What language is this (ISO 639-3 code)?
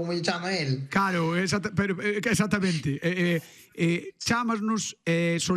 glg